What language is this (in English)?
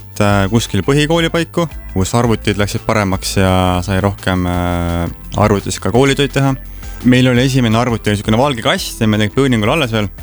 Estonian